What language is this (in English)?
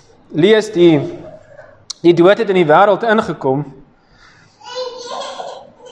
Afrikaans